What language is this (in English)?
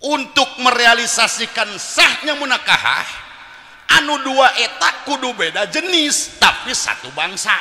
Sundanese